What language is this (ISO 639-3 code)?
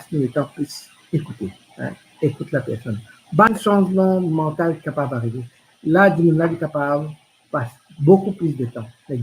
mfe